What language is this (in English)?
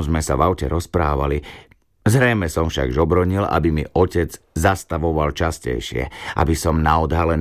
Slovak